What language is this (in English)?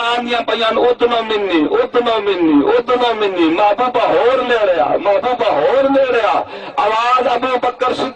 Saraiki